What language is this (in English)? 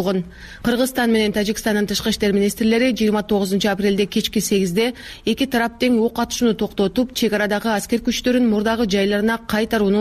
Kyrgyz